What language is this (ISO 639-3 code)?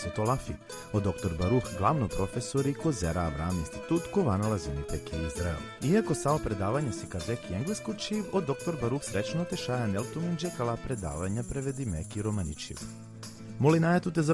rmn